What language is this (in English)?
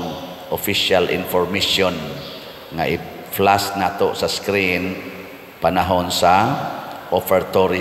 Cebuano